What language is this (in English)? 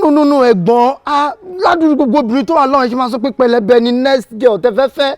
Yoruba